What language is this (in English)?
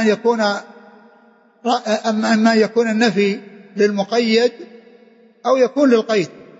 Arabic